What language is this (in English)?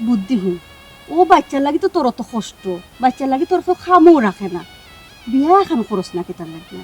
Sylheti